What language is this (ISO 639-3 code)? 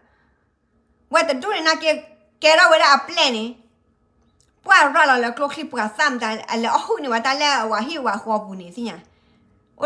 ksw